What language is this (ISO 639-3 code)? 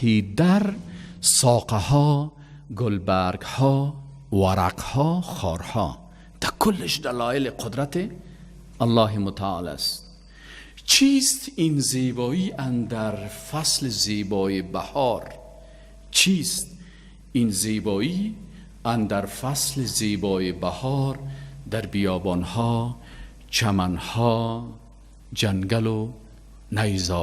fas